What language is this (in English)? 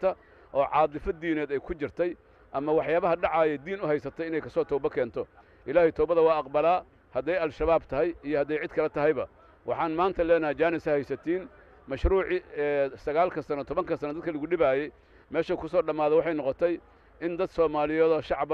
Somali